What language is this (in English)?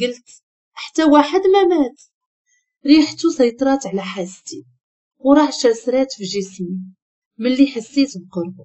Moroccan Arabic